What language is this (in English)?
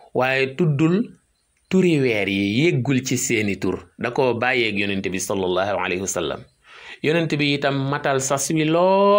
Wolof